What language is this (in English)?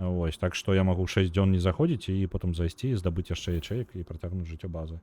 Belarusian